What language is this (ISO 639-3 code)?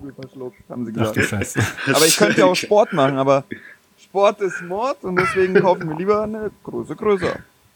deu